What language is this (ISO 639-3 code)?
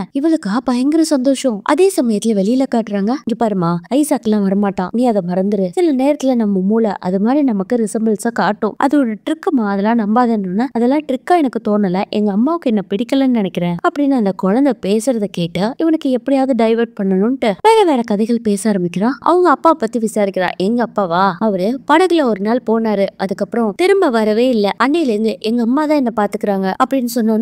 tam